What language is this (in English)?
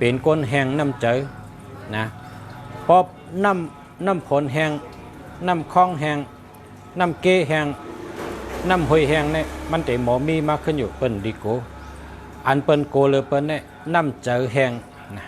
Shan